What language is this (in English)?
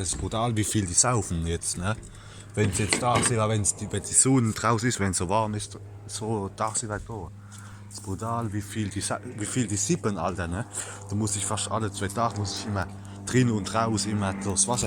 Palatine German